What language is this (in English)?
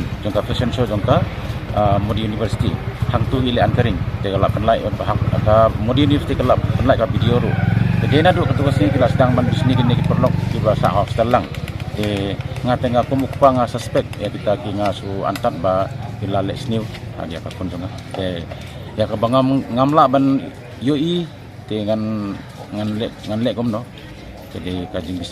Khasi